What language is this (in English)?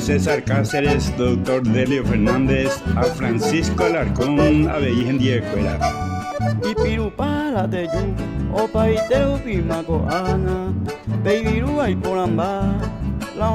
Guarani